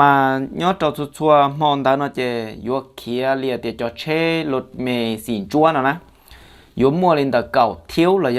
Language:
Hmong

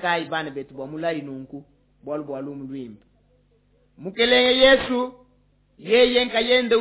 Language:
Luba-Lulua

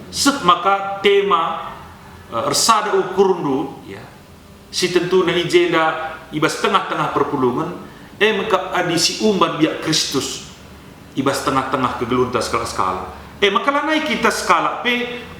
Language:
Batak Karo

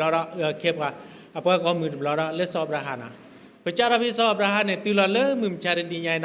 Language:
S'gaw Karen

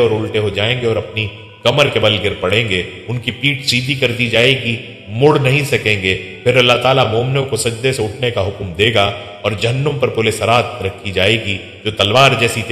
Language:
Urdu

